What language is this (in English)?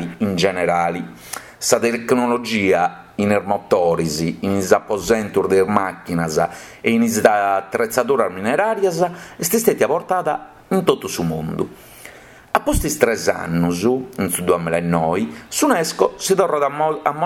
Sardinian